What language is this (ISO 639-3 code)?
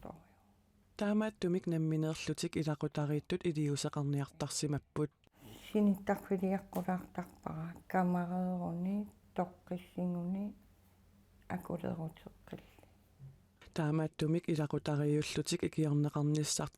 kal